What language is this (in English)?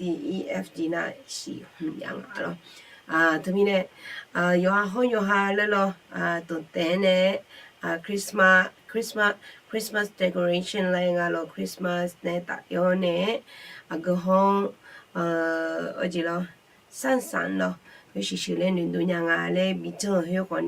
Akha